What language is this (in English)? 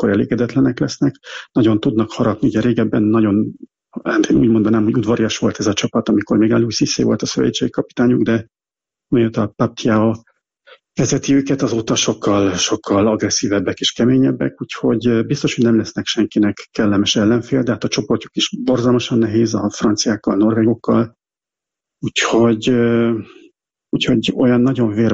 Hungarian